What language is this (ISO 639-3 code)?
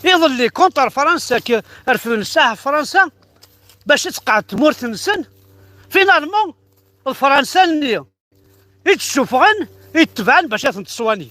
kab